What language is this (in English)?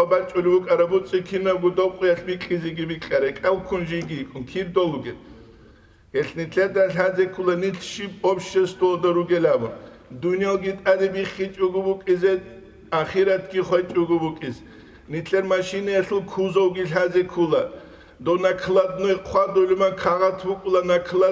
Avaric